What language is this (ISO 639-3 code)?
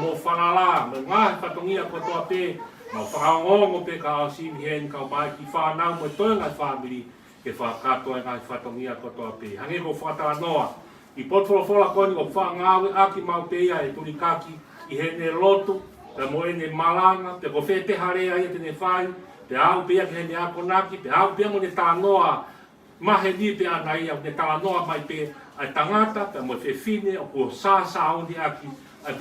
ton